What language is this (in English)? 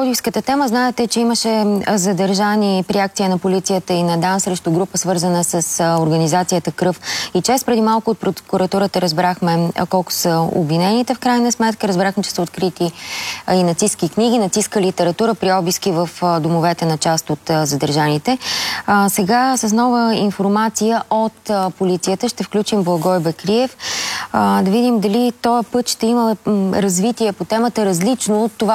Bulgarian